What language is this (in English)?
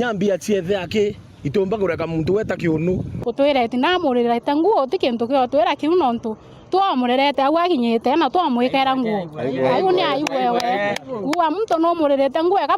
Meru